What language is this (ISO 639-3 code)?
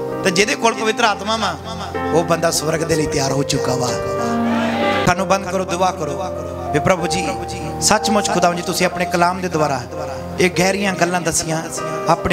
pan